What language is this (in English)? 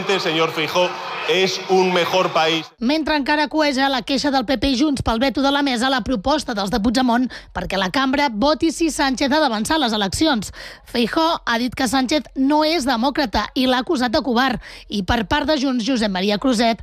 Catalan